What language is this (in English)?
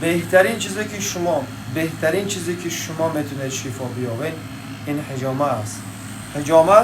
Tajik